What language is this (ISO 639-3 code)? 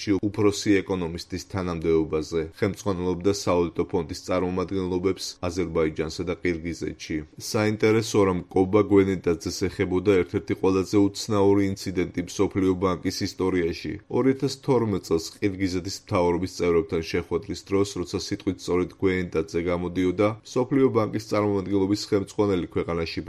kat